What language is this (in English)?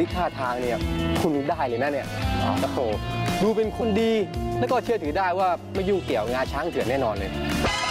Thai